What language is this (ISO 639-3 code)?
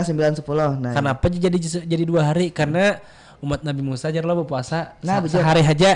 bjn